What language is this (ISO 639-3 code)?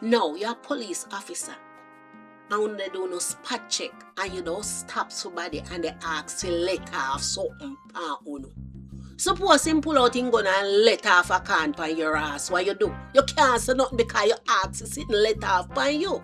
jam